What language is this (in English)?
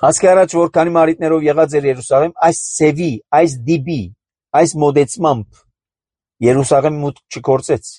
Armenian